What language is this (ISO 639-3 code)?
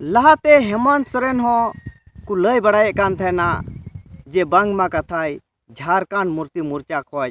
sat